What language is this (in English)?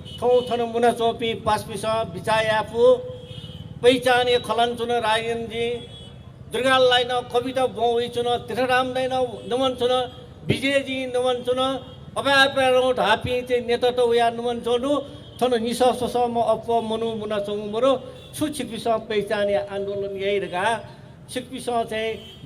Newari